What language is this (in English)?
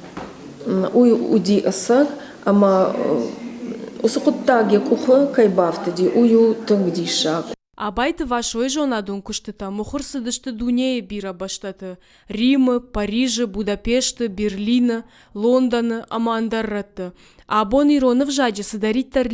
Ossetic